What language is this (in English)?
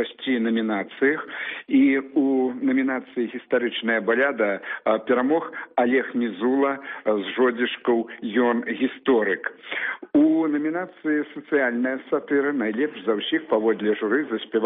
Belarusian